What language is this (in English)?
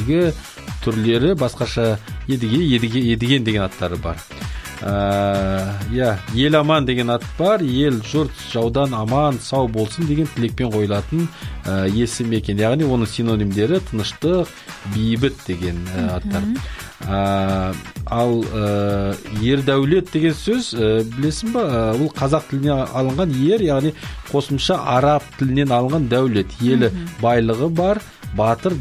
Kazakh